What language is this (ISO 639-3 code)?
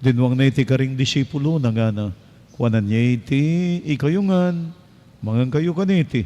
pam